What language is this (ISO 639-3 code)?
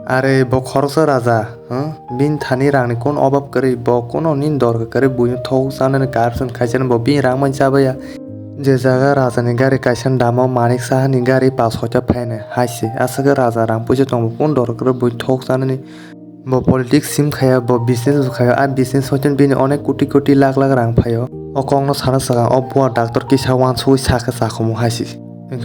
trp